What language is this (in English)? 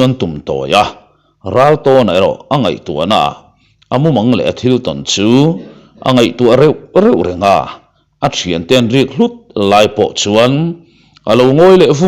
Mizo